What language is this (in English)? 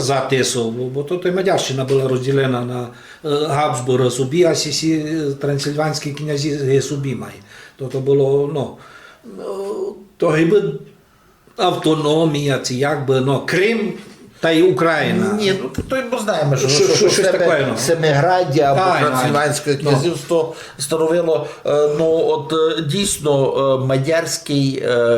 Rusyn